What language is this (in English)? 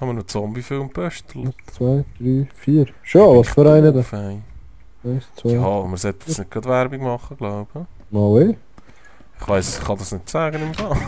Swiss German